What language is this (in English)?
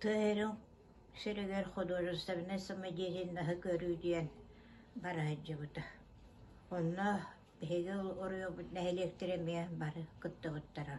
Yakut